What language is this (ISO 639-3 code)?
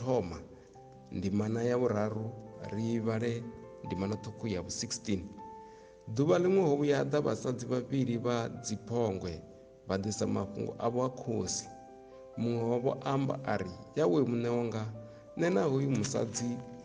ven